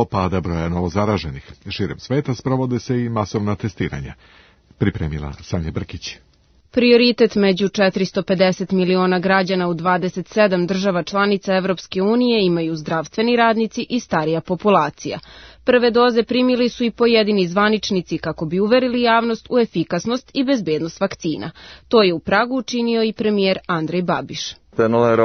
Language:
Serbian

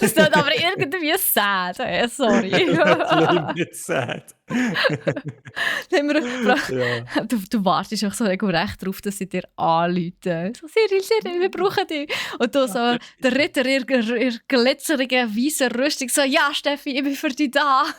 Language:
Swiss German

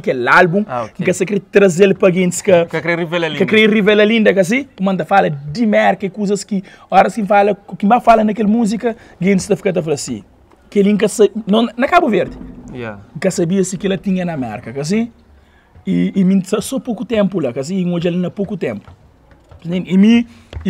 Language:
Kabuverdianu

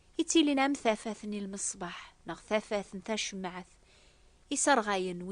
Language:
Kabyle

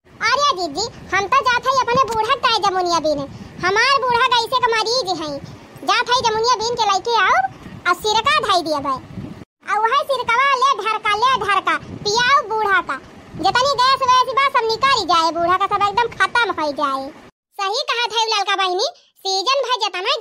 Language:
Awadhi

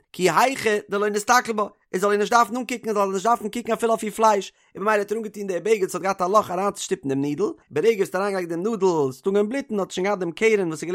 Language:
Yiddish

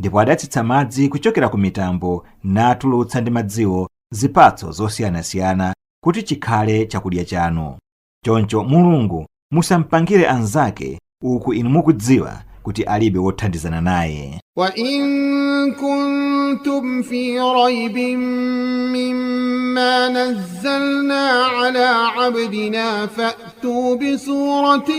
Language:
Nyanja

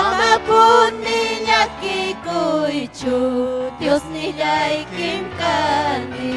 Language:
Ayacucho Quechua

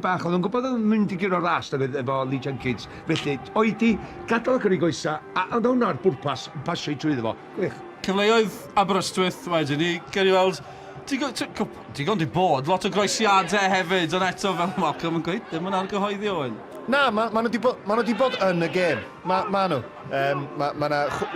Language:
Welsh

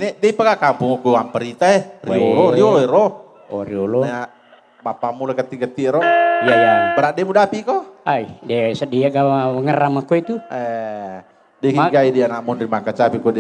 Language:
Buginese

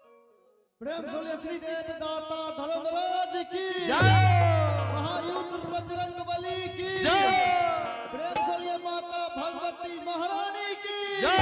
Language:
Angika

